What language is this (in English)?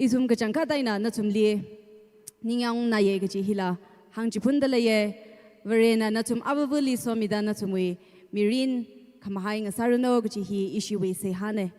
Tangkhul Naga (India)